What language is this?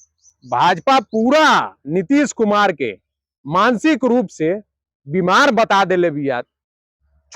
Bhojpuri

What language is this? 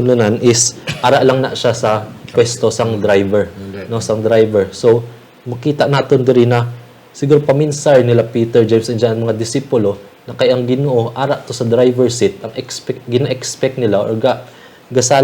Hiligaynon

